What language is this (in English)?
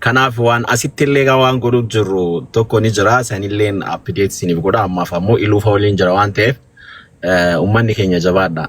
Oromo